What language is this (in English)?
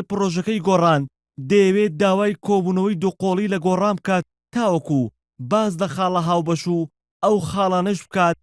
Central Kurdish